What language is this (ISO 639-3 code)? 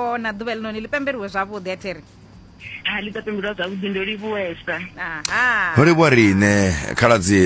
ven